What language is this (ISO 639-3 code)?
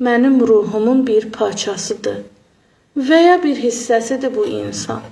aze